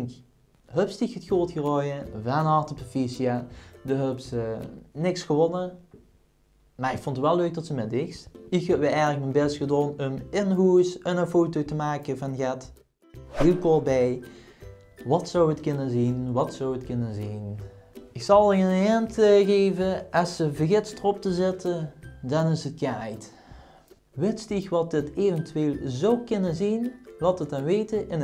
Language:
Limburgish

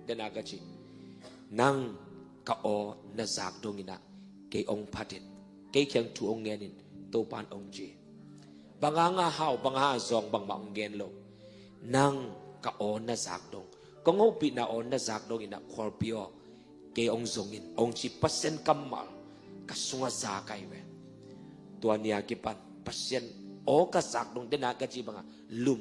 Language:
Tedim Chin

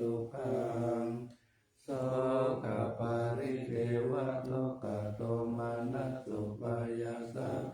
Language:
Pali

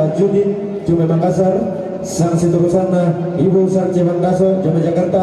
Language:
Toraja-Sa'dan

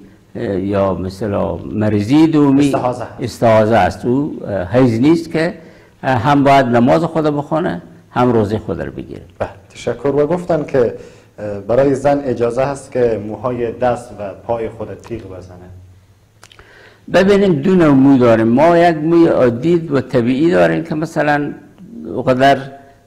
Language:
Persian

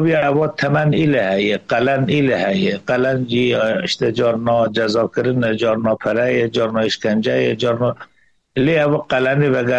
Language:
Kurdish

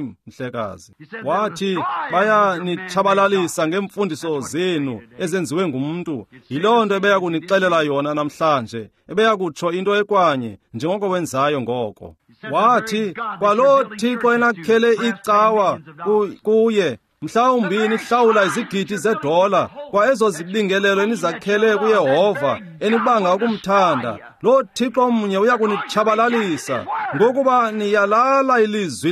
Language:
Xhosa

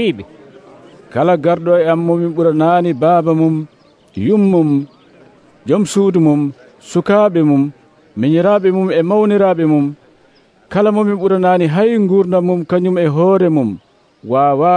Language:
Nigerian Fulfulde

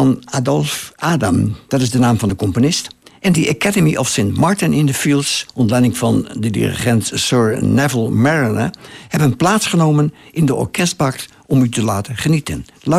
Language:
Dutch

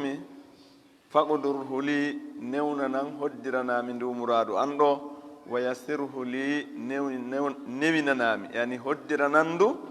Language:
Fula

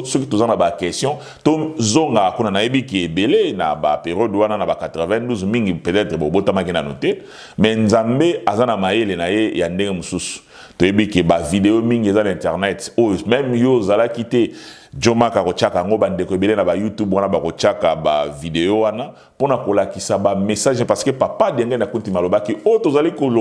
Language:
Lingala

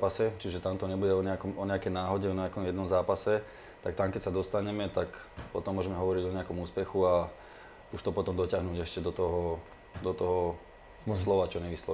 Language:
Slovak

